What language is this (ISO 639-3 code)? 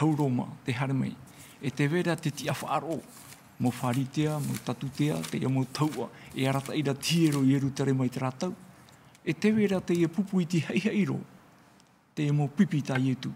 tah